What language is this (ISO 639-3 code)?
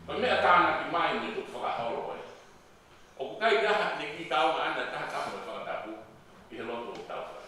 ton